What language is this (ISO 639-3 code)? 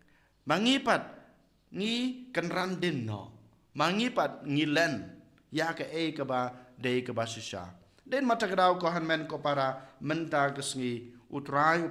kha